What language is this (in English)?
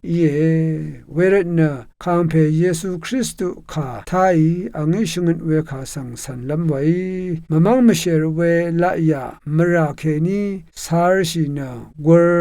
Rawang